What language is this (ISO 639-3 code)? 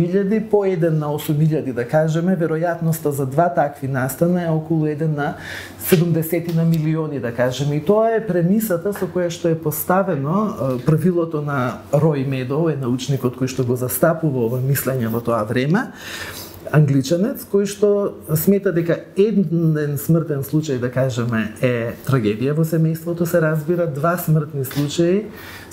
mkd